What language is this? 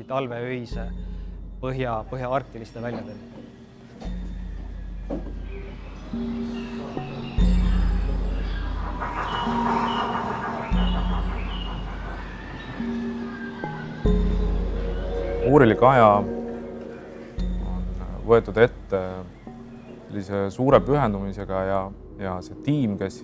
Estonian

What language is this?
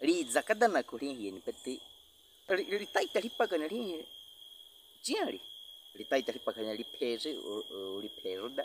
Baniwa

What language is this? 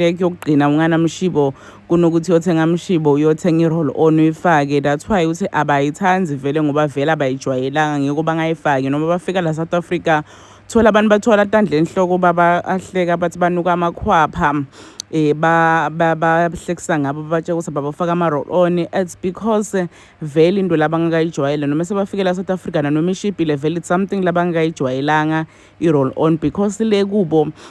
Zulu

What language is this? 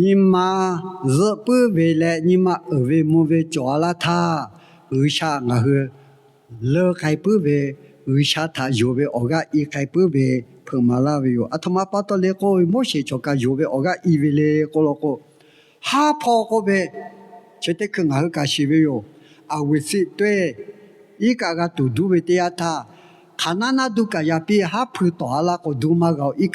Lahu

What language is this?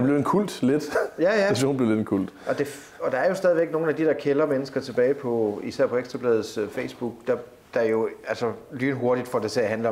Danish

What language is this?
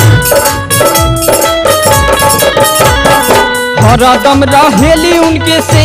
Bhojpuri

